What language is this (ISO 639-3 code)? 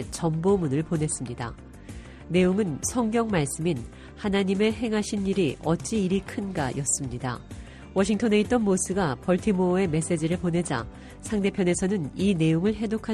kor